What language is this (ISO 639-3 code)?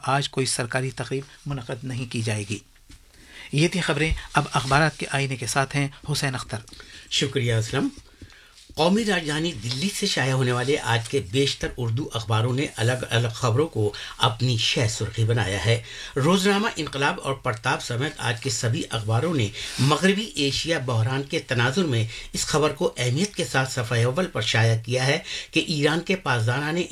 urd